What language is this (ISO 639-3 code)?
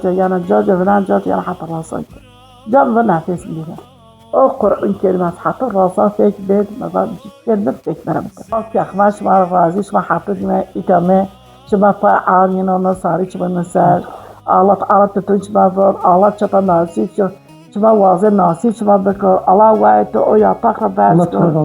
zza